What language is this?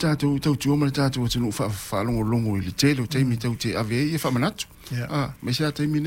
Samoan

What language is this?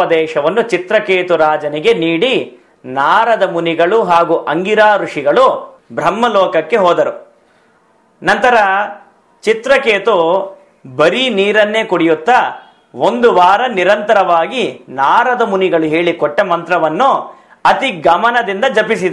Kannada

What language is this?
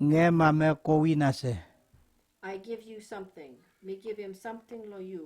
Kamasau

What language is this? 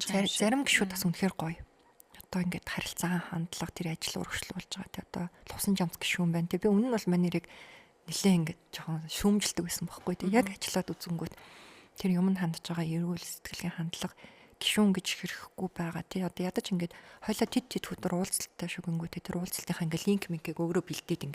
Mongolian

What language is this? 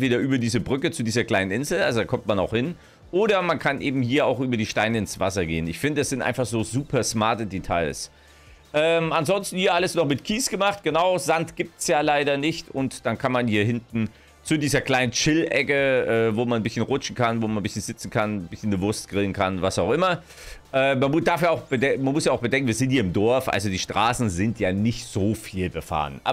German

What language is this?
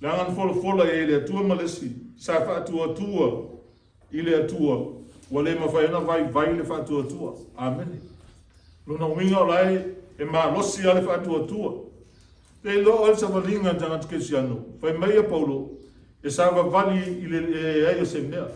Samoan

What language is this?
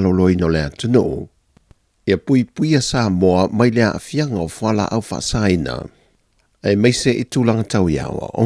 Samoan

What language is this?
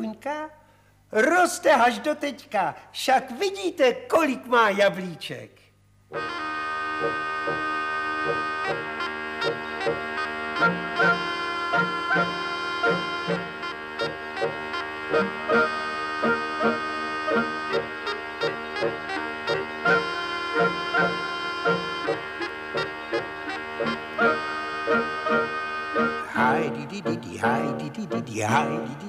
Czech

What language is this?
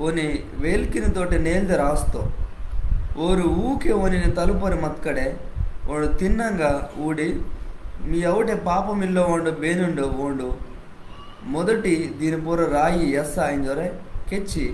Koya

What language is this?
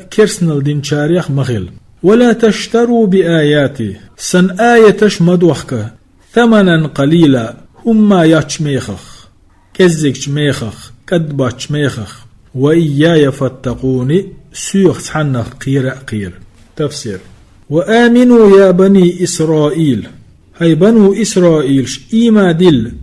Chechen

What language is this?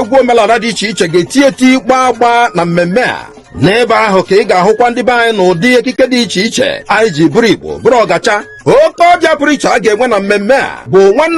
Igbo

